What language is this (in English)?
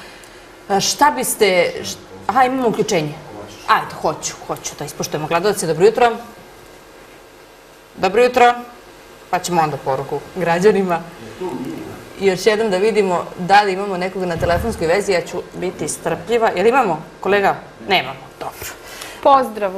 Serbian